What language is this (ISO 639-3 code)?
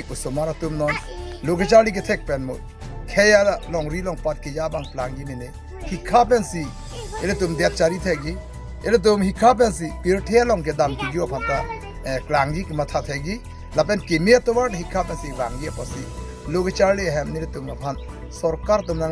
mjw